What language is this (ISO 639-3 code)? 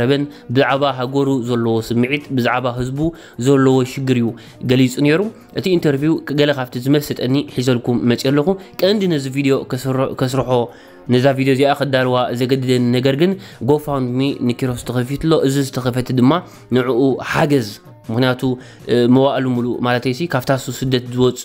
tir